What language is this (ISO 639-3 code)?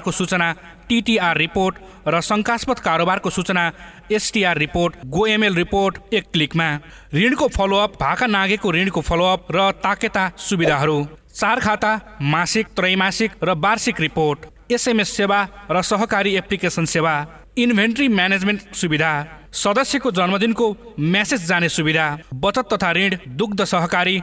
nep